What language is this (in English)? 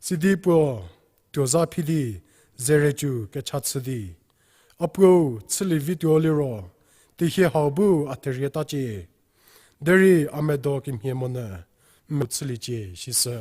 Angami Naga